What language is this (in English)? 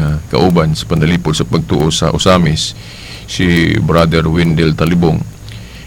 Cebuano